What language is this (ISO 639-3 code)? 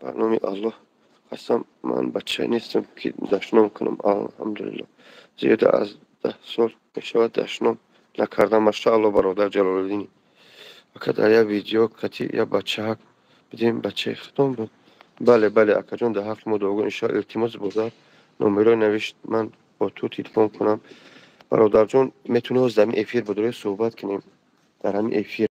tgk